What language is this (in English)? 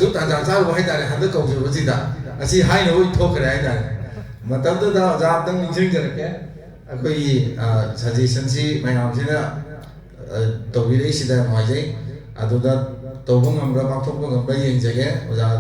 Manipuri